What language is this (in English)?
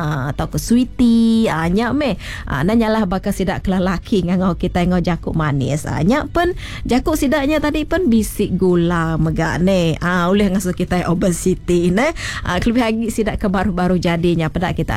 Iban